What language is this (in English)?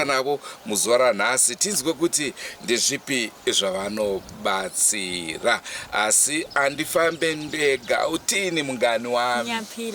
Shona